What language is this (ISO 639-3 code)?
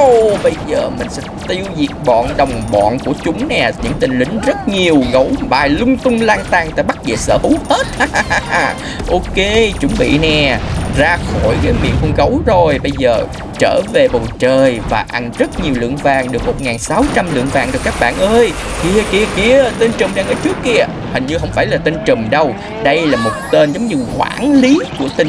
vie